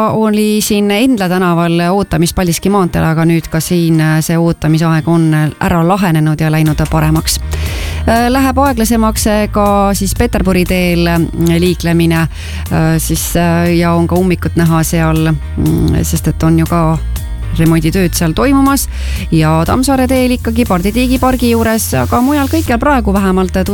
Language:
Estonian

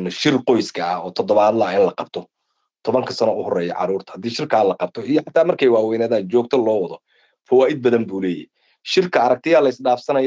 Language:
Somali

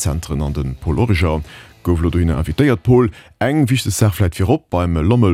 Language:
Luxembourgish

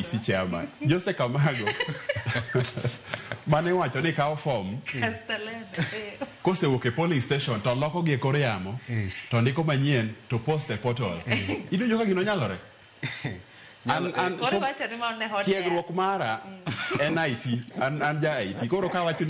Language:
Luo (Kenya and Tanzania)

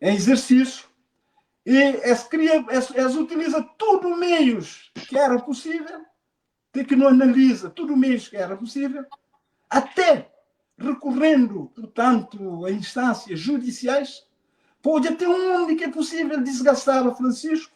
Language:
Kabuverdianu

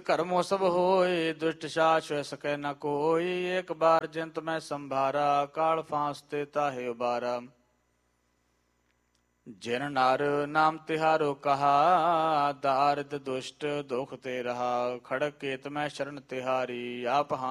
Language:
Punjabi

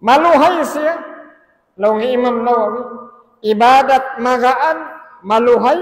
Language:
Tausug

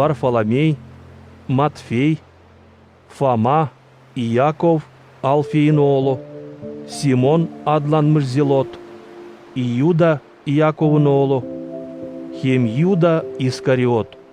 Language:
Gagauz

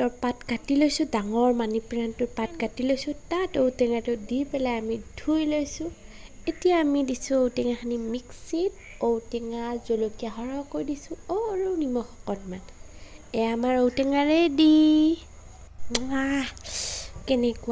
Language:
Assamese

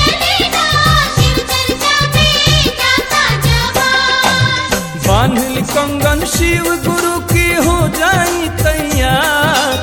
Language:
Bhojpuri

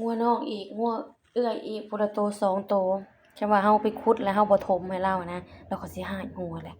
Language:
Lao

